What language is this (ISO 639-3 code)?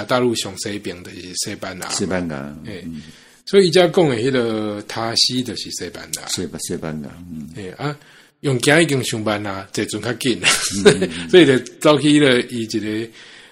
nan